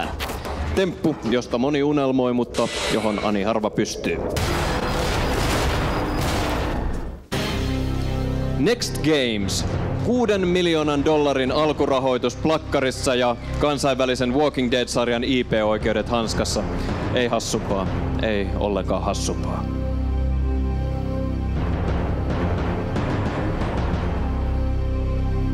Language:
Finnish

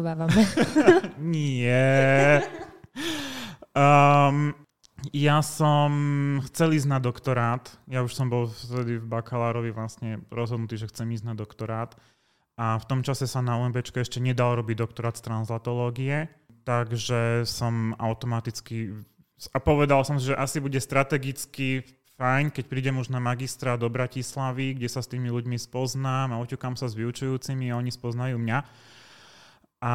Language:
Slovak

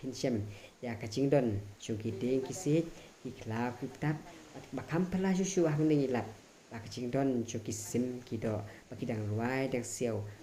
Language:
Khasi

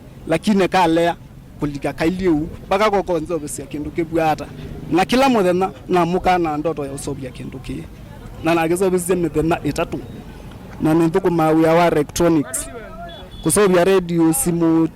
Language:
Kamba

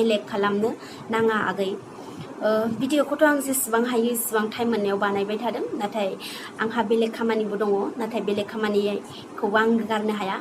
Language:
Bodo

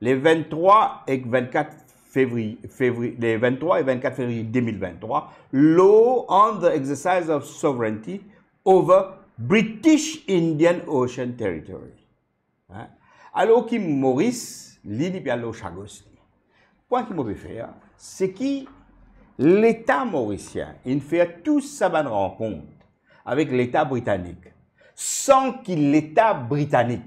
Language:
Morisyen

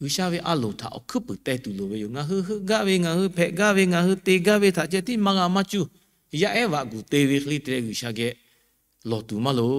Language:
Lahu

